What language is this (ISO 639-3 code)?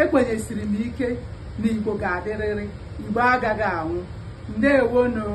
ibo